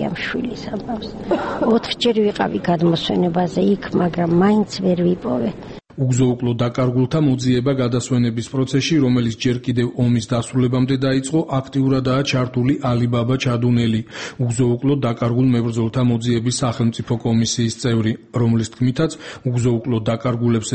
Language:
Georgian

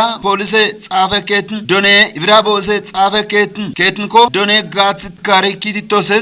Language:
Kafa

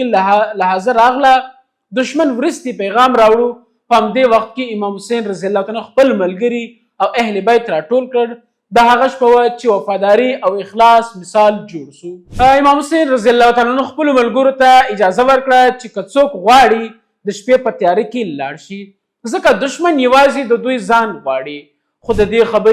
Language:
Pashto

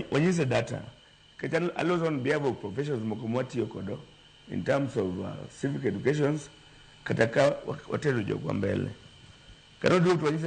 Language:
Luo (Kenya and Tanzania)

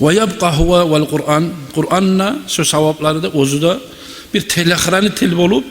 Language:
Kumyk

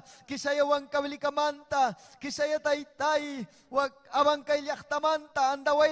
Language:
Ayacucho Quechua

